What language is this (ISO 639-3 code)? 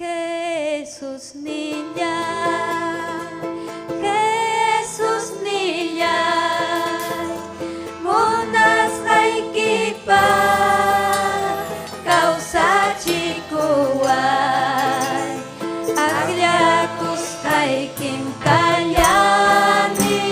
quy